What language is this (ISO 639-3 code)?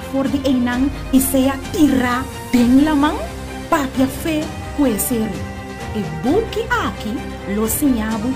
pap